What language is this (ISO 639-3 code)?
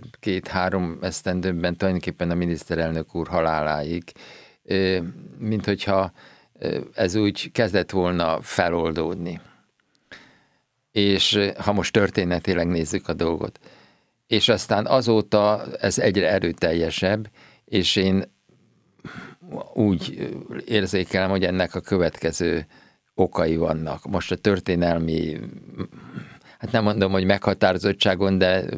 hun